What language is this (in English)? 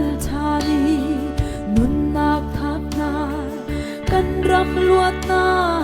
Hakha Chin